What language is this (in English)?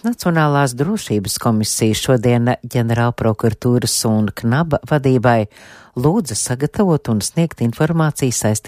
Latvian